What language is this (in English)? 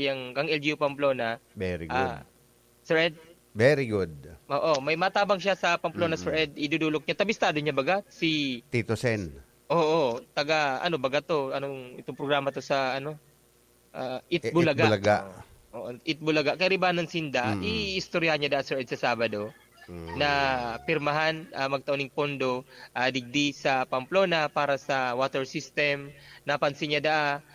Bikol